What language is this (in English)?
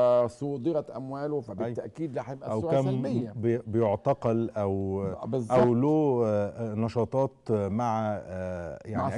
Egyptian Arabic